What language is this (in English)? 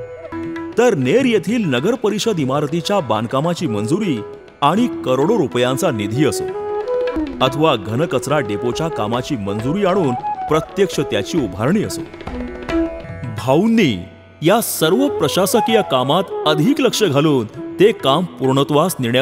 Marathi